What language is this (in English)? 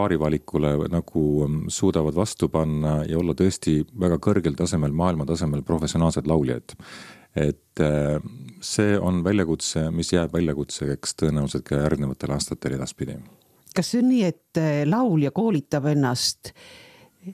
Estonian